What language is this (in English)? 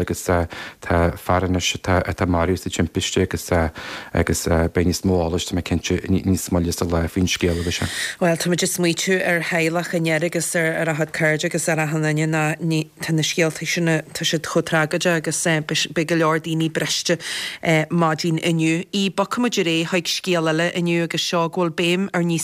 Irish